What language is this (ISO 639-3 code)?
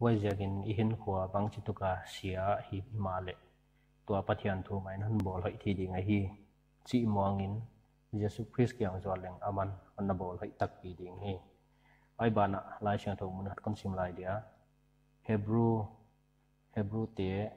pck